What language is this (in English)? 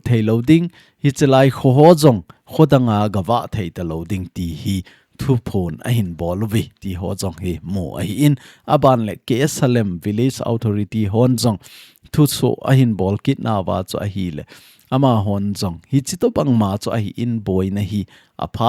Thado Chin